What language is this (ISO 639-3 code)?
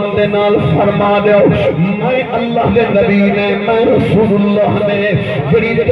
skr